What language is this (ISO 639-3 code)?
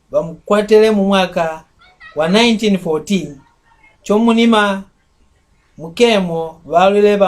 mck